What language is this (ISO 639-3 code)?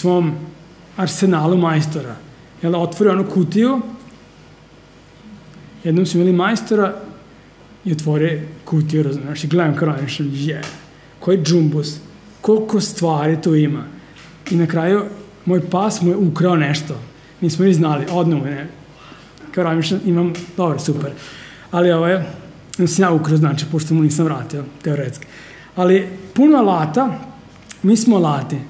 srp